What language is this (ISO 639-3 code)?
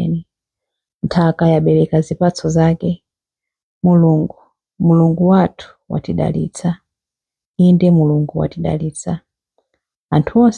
nya